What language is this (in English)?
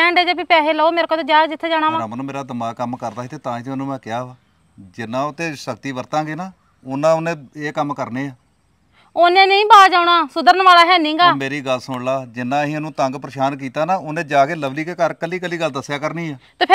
Punjabi